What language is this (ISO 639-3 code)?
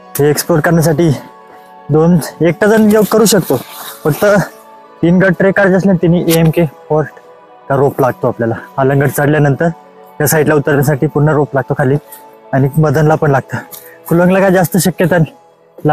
mar